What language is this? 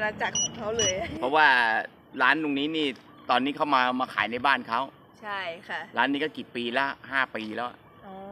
Thai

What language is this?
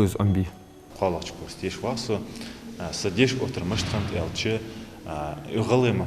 Ingush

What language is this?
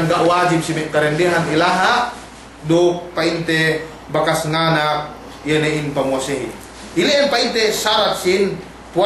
Yakan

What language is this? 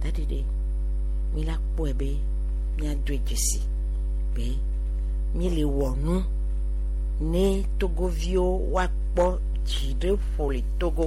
Gen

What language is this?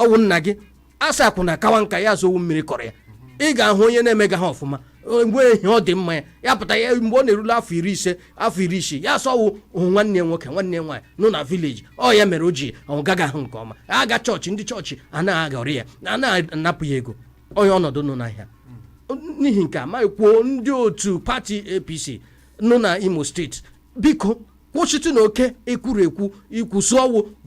Igbo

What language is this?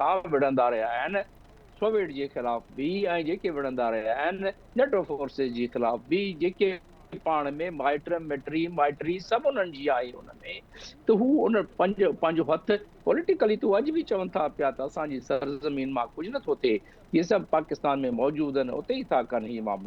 Sindhi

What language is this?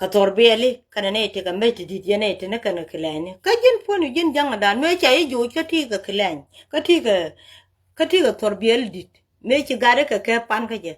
Nuer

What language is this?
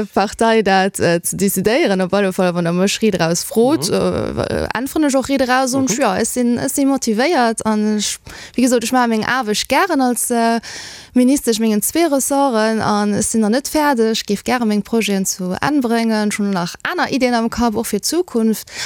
Luxembourgish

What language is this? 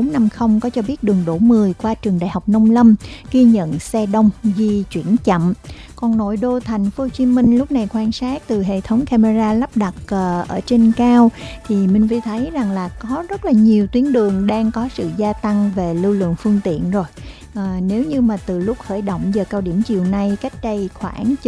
Vietnamese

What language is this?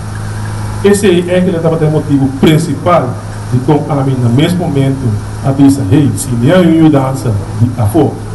Papiamento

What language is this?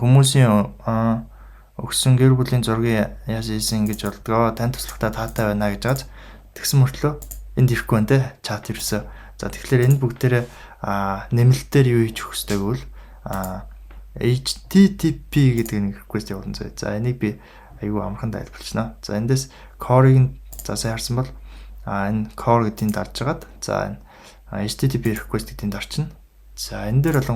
Mongolian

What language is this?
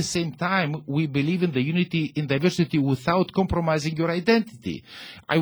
Maltese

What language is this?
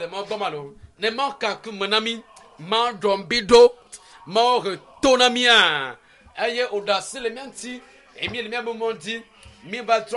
Ewe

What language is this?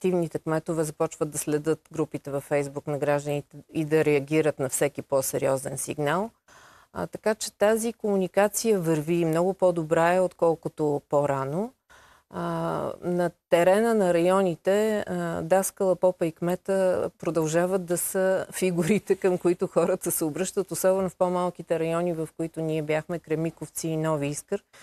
Bulgarian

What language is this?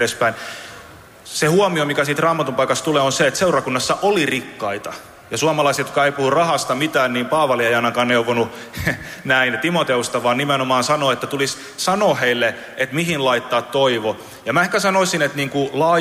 Finnish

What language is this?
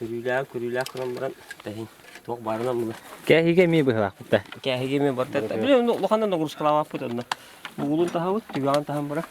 Yakut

